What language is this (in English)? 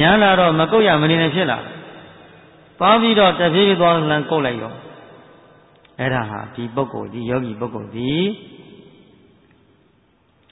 Burmese